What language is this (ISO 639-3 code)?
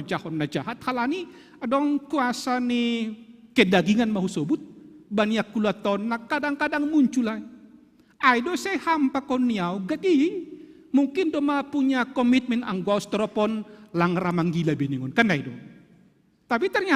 bts